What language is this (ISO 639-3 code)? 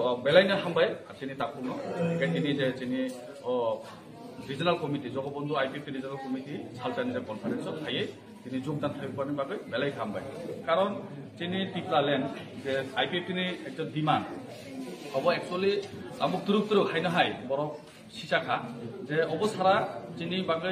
trp